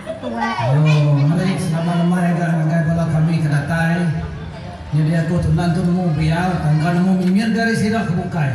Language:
Iban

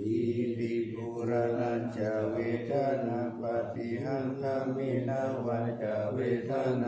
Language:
Pali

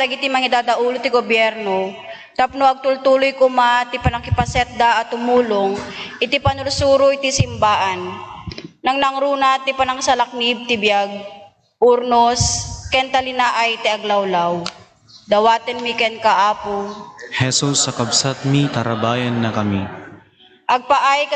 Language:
Iloko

